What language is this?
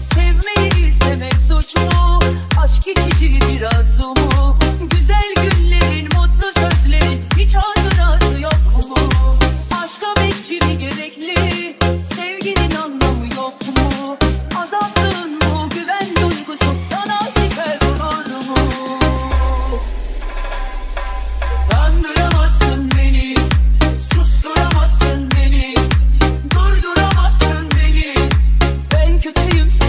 Turkish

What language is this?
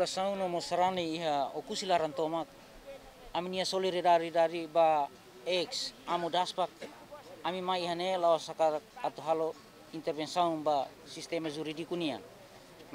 Tetum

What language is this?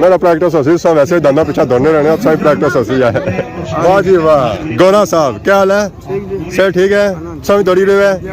Pahari-Potwari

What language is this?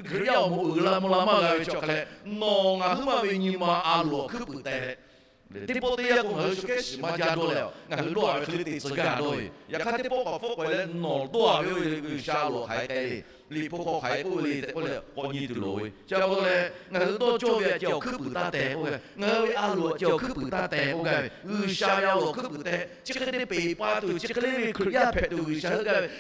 Lahu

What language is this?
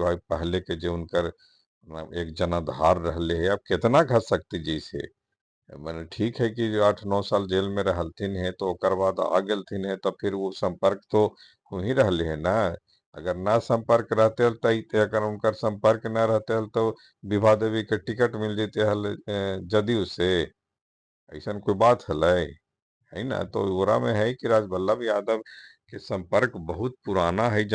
Magahi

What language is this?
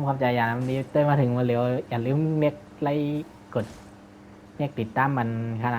Shan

